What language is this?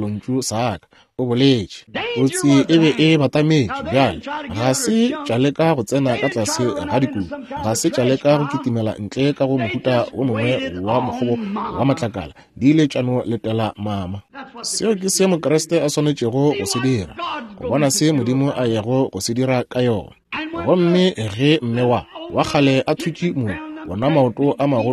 Northern Sotho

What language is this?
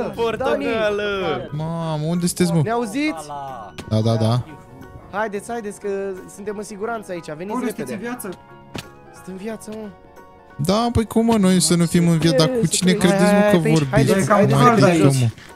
Romanian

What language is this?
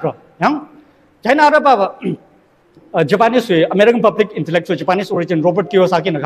Tangkhul Naga (India)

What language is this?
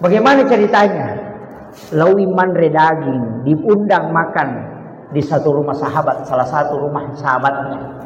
Buginese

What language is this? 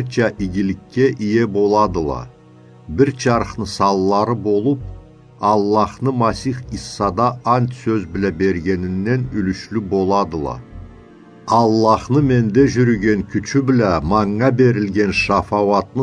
Karachay-Balkar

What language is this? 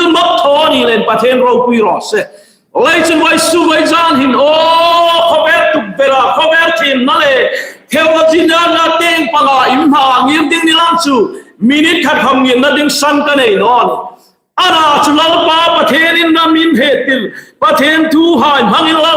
Hmar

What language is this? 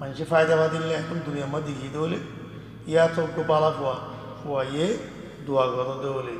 Rohingya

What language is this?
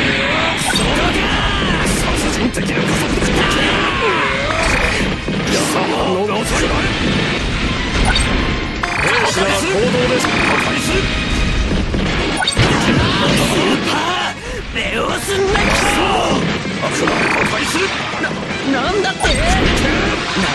Japanese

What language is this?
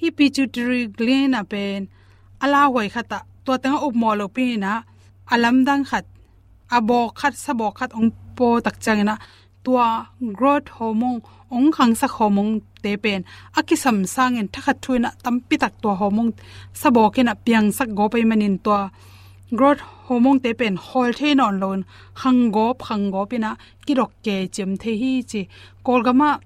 Tedim Chin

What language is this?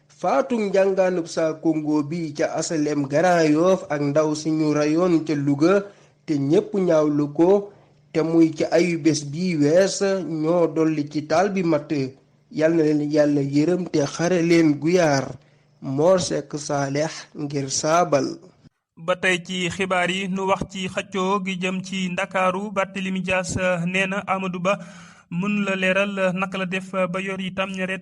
Wolof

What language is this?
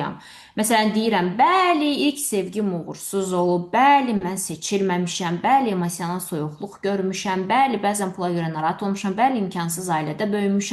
Azerbaijani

